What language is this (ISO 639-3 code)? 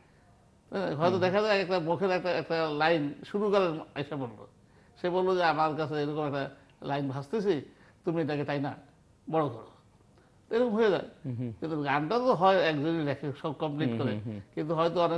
ben